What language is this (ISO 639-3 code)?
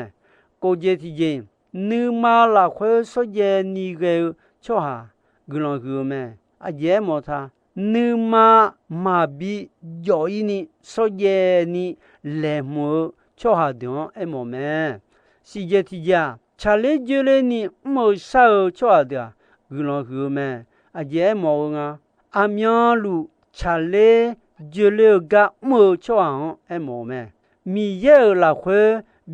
ahk